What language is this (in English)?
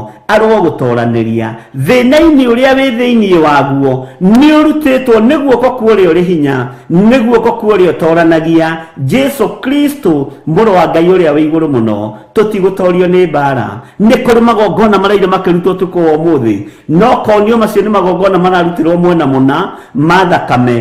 Kikuyu